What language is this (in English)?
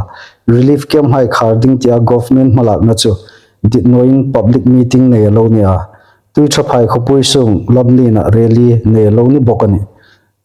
Hmar